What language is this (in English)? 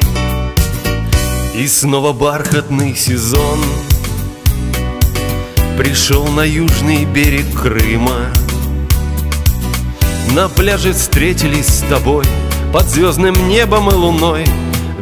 Russian